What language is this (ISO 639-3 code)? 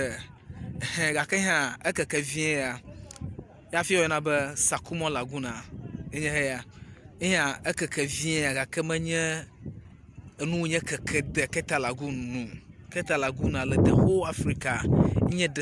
ewe